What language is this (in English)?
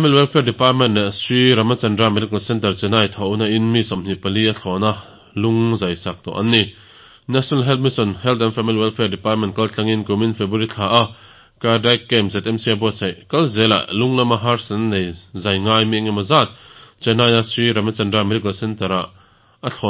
Mizo